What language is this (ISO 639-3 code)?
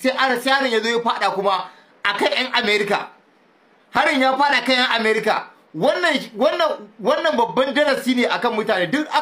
hau